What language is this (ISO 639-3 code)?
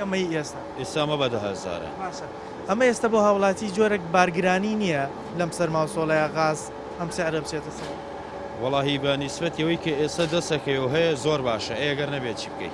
ckb